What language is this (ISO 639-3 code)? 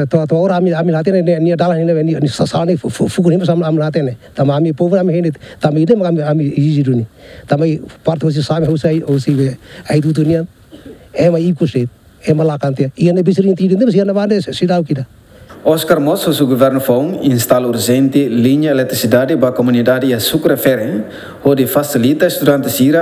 tet